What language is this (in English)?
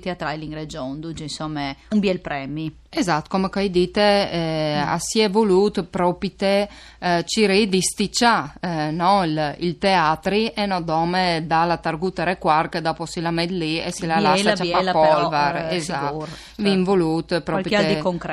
Friulian